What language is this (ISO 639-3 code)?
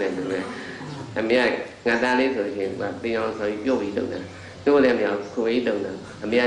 mya